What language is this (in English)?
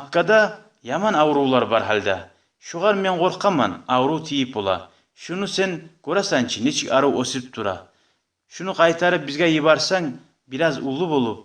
Kumyk